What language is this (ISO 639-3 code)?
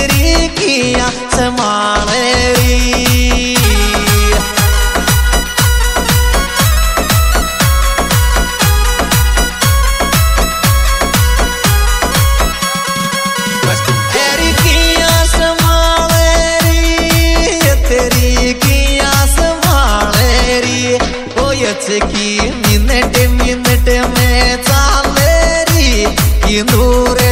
hin